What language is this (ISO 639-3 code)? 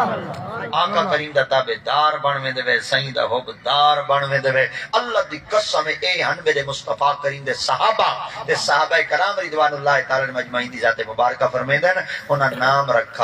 skr